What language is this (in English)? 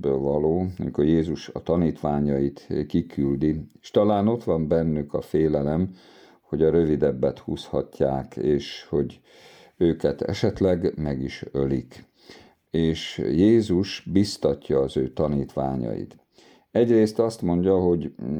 Hungarian